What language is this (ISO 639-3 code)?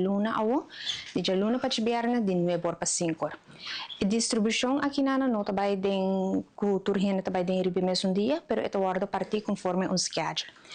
pap